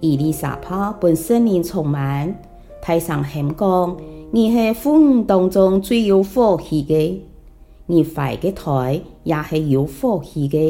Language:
Hakka Chinese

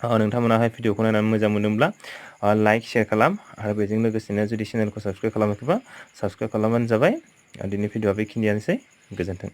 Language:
Bodo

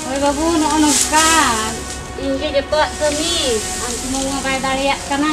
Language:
Santali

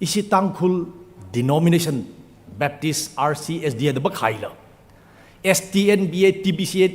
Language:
Tangkhul Naga (India)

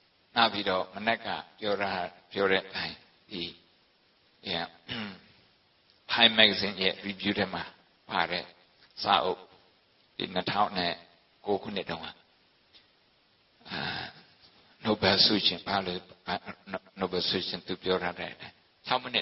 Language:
Burmese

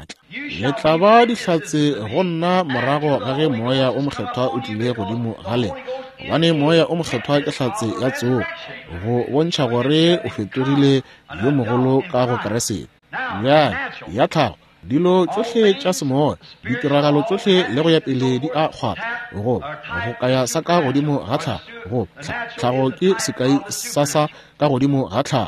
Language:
Northern Sotho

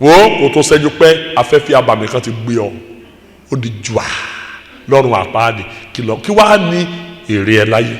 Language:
Yoruba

